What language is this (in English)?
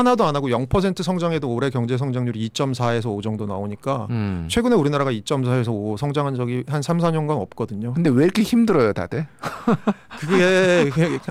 Korean